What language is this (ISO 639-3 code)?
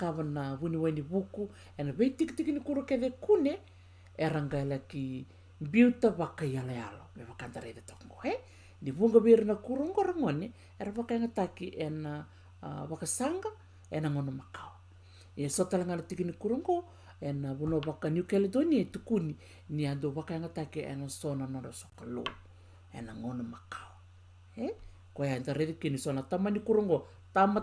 fij